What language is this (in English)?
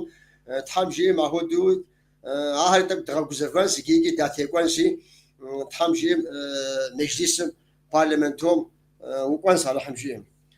Kabardian